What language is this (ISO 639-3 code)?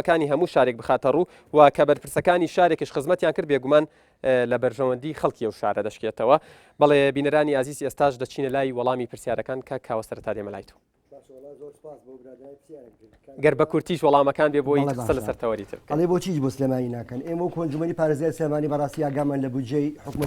ckb